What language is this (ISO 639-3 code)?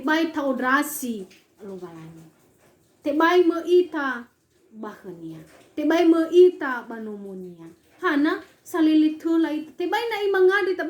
nia